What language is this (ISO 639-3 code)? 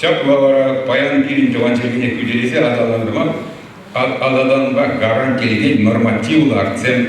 chv